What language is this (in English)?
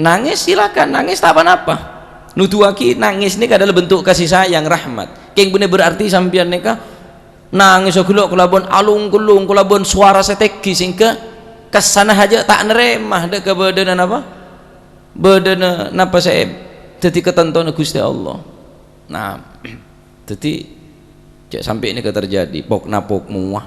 Madurese